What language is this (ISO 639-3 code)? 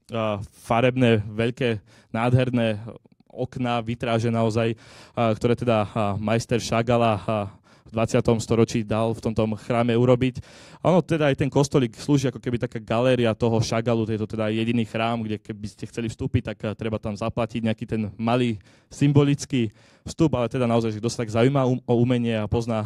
slk